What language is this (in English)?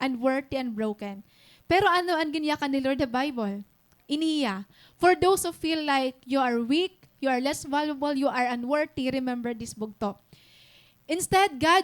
Waray